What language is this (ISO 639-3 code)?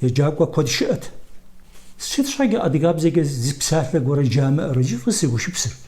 kbd